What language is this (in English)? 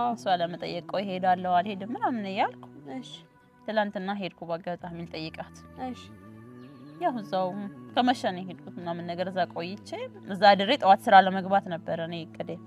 Amharic